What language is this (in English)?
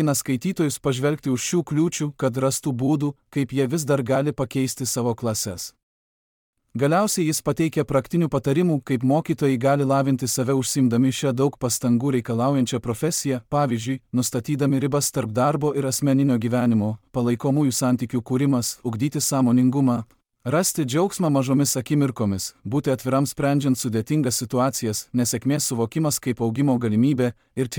Lithuanian